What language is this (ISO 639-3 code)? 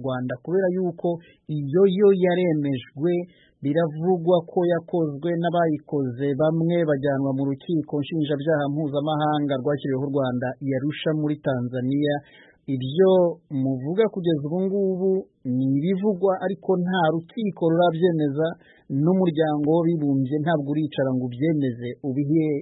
kin